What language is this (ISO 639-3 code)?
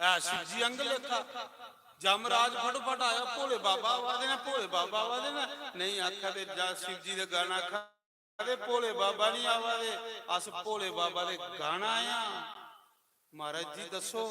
doi